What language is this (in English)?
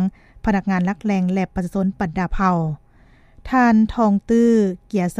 Lao